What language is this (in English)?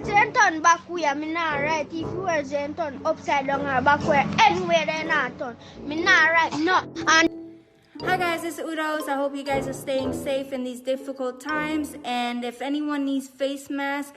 Jamaican Creole English